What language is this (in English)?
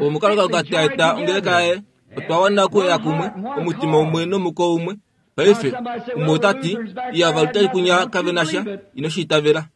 Kuanyama